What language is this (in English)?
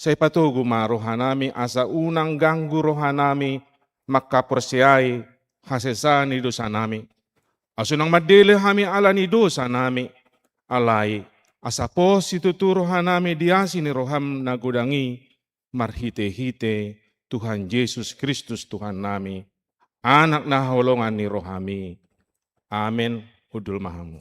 Batak Toba